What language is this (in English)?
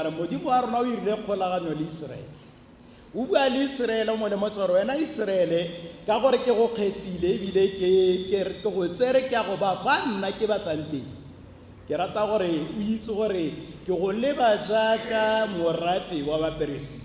Tswana